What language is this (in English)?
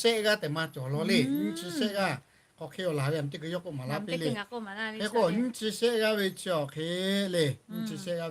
Lahu